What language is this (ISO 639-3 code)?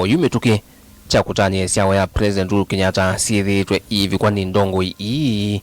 kam